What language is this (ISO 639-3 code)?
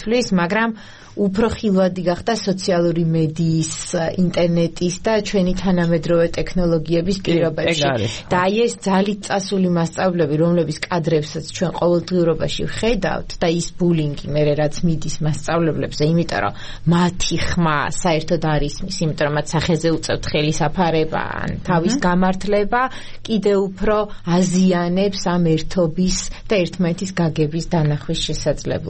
kat